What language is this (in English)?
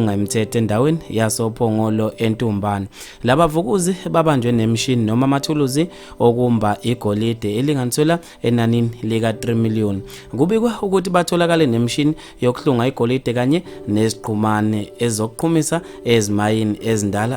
Zulu